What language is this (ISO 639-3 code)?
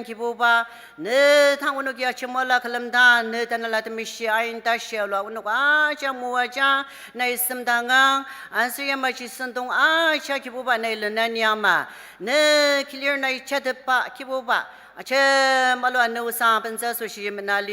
njo